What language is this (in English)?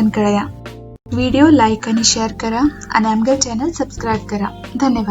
Konkani